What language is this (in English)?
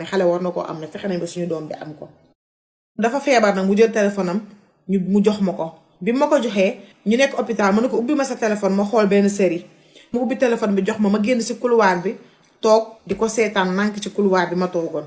Wolof